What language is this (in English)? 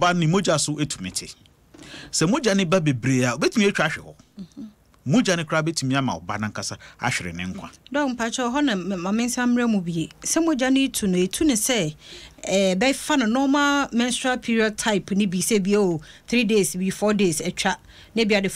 Akan